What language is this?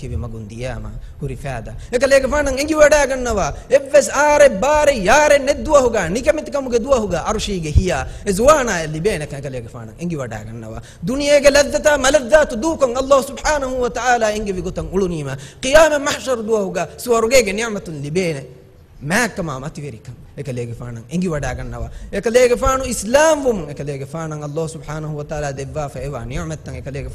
Divehi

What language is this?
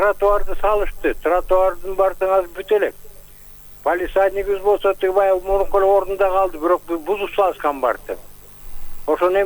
Kyrgyz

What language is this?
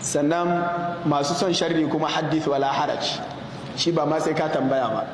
Hausa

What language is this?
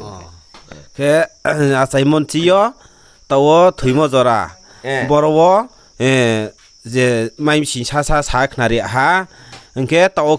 Riang (India)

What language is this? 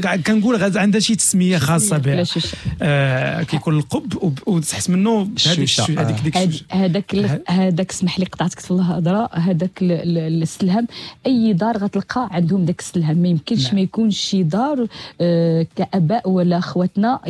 Moroccan Arabic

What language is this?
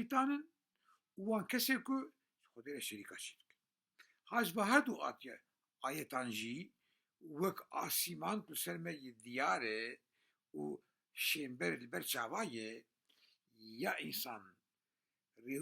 Kurdish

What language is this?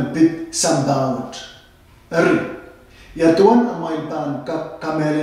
Pohnpeian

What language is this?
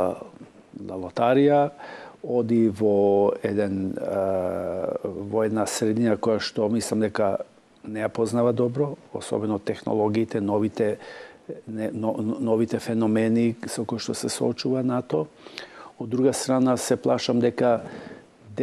Macedonian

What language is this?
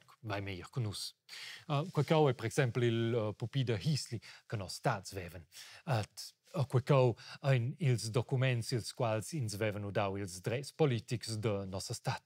Romansh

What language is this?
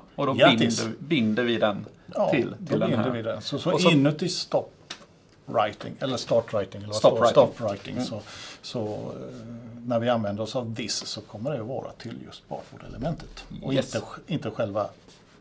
Swedish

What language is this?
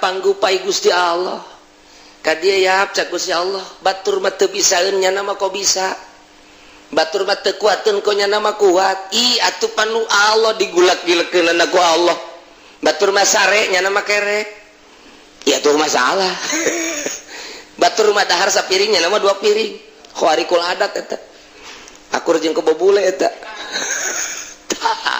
Sundanese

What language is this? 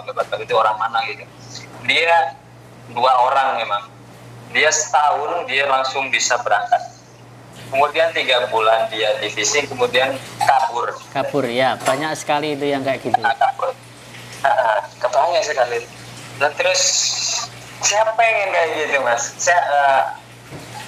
Indonesian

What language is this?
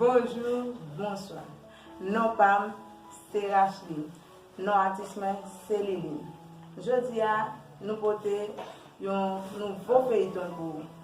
Haitian Creole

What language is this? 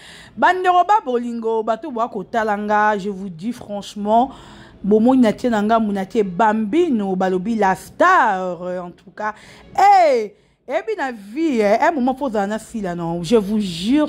Lingala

